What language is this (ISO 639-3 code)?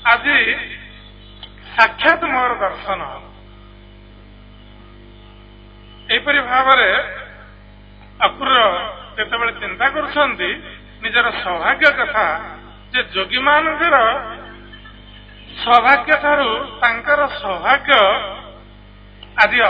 ori